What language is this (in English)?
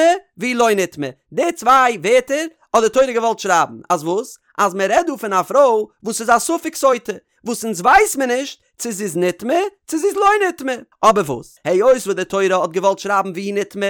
Yiddish